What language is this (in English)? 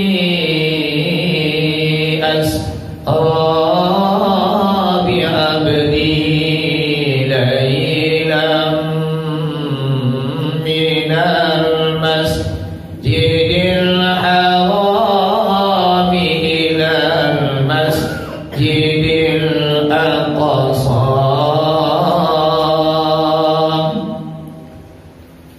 Minangkabau